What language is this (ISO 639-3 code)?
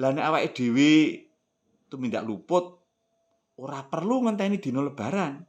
jav